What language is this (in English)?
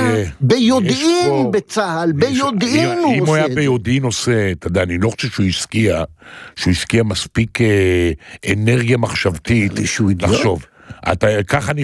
Hebrew